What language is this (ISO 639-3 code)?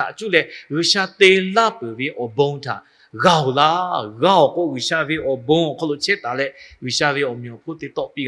lhu